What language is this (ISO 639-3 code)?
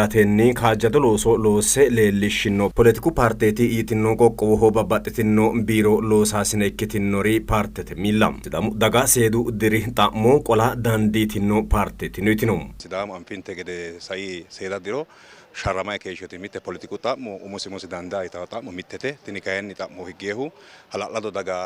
sid